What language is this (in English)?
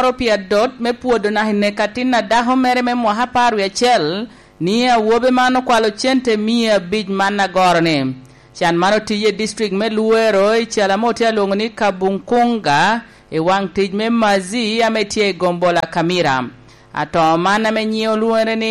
Lango (Uganda)